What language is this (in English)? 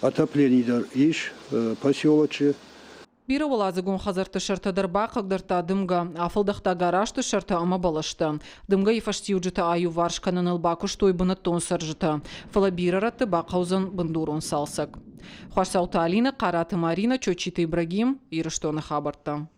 Ossetic